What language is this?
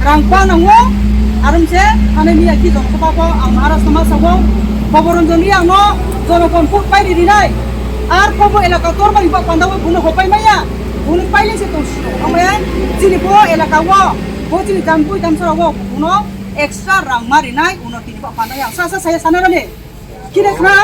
Riang (India)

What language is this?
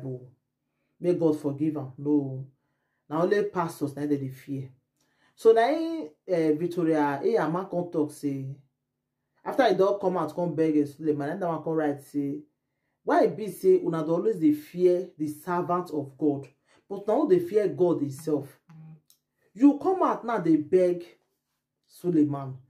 Nigerian Pidgin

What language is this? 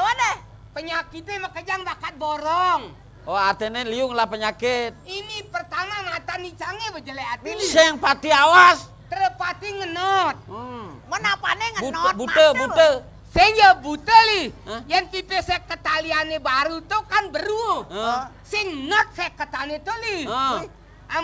Balinese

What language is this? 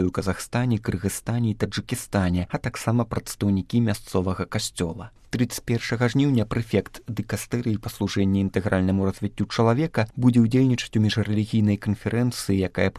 Belarusian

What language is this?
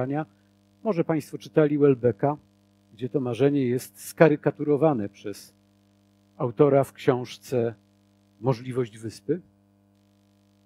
Polish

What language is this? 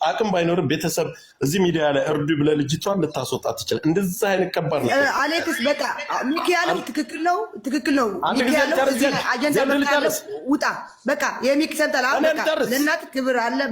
Amharic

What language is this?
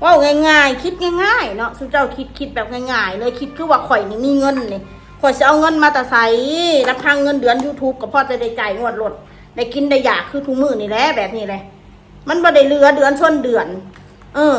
Northeastern Thai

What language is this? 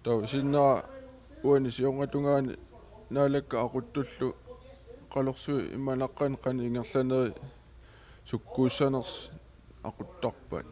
Kalaallisut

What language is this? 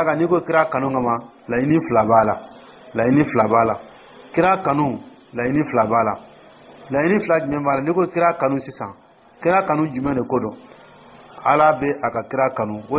Dyula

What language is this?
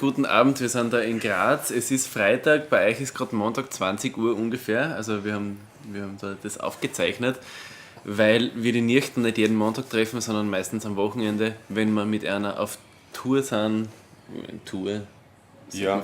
Bavarian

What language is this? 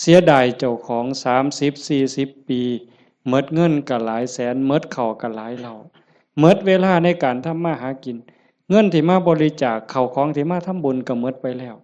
Northeastern Thai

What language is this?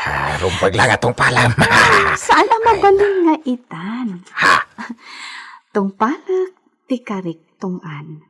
Iloko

